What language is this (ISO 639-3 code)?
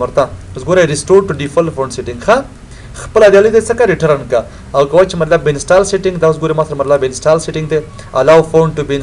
pus